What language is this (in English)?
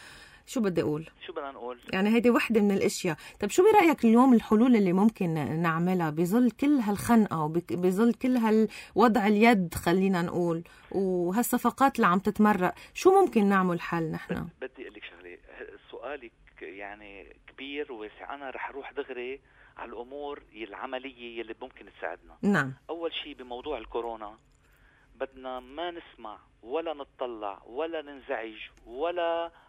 North Levantine Arabic